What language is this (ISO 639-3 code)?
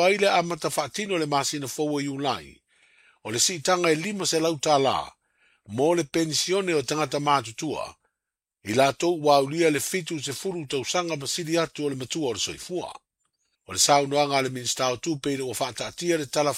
smo